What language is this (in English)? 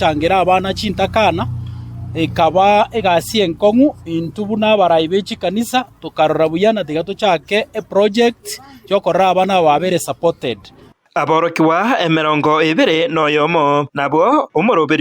Gusii